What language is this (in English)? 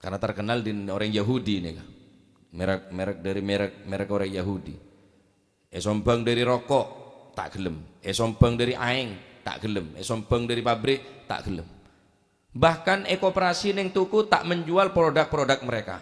Madurese